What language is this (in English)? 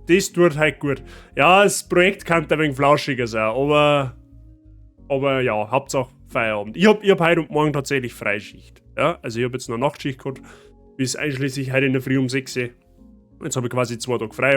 Bavarian